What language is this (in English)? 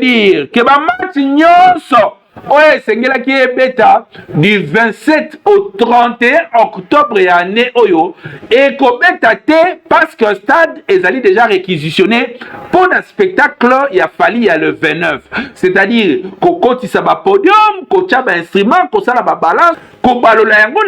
Lingala